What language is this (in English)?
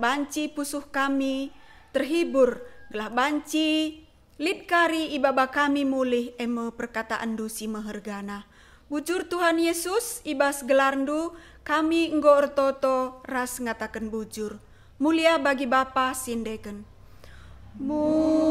Batak Karo